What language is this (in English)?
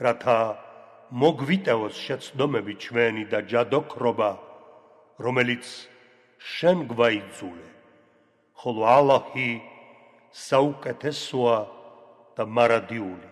Georgian